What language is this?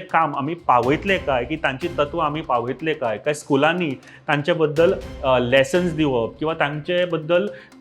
Konkani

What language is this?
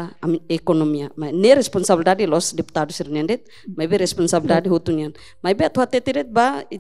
Tetum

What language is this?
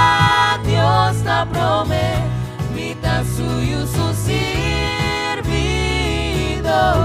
Papiamento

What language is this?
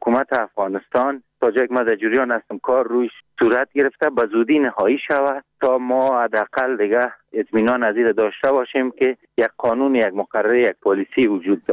Persian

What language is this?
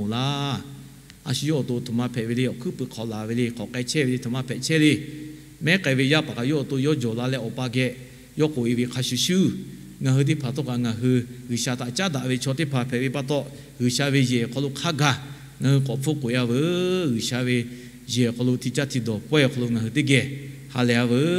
Lahu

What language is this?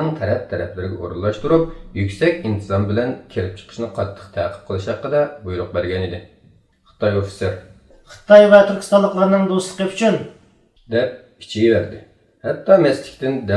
Uyghur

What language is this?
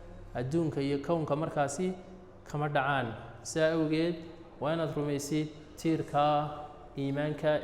Somali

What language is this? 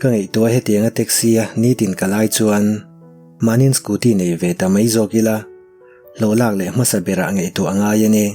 Mizo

